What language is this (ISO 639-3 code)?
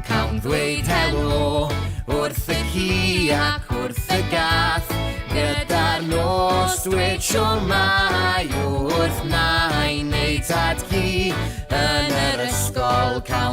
cym